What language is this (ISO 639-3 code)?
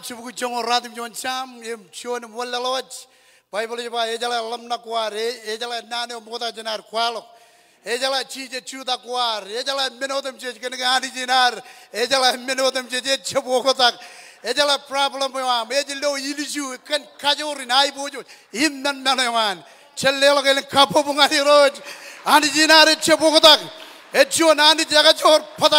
mah